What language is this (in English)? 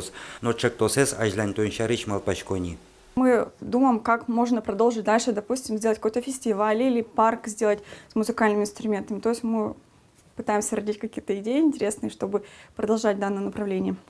Udmurt